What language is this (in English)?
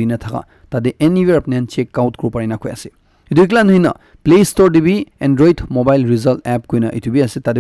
Naga Pidgin